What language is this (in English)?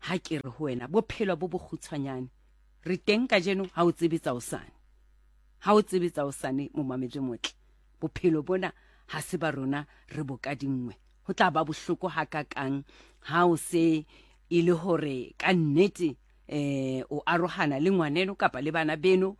Southern Sotho